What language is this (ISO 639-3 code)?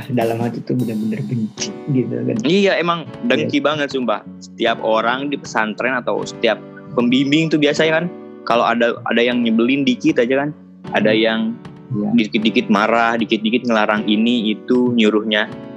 ind